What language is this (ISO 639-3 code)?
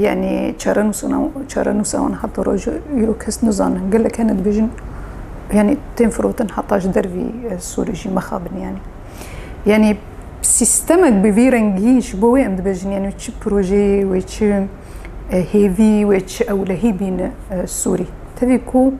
kur